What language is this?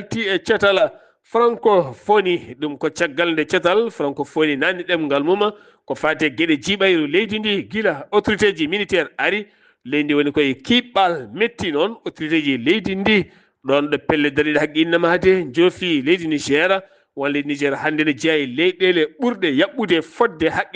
Fula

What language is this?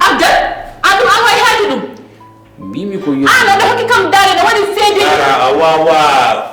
Fula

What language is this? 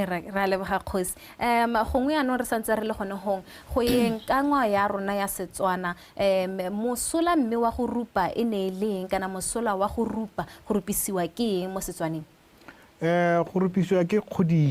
Tswana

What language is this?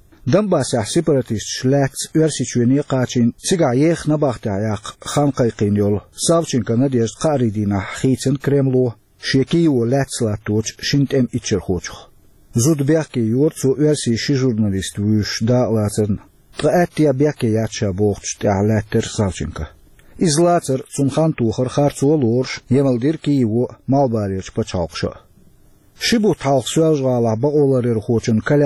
Chechen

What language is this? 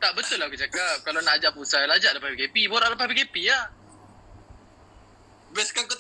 Malay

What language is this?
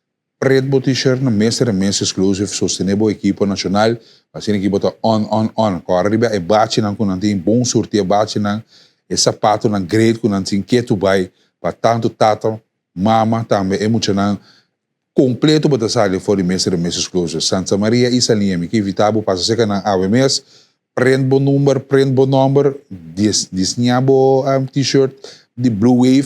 Papiamento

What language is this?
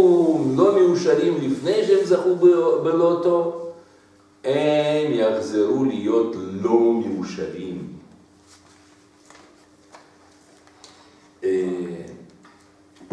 Hebrew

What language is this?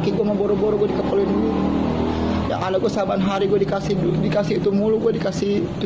Betawi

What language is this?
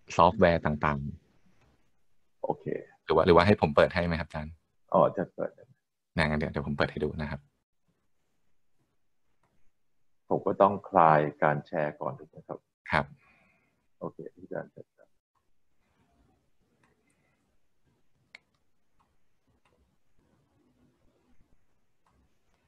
Thai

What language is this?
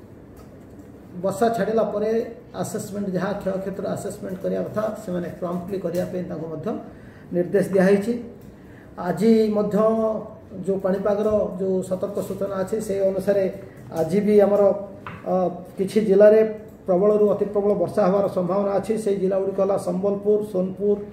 Odia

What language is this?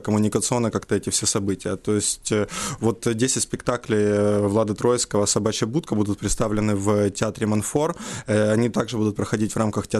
Russian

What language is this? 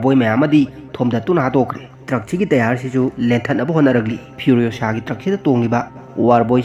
Manipuri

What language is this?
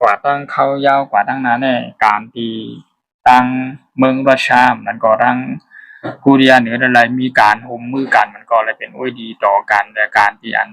Shan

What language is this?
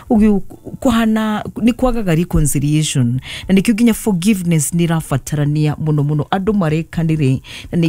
Kikuyu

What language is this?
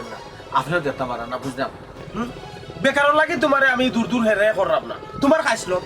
Sylheti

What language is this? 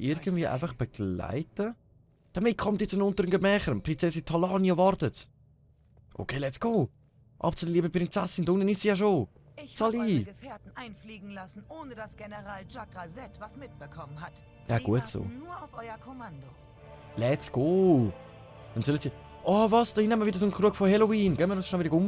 Swiss German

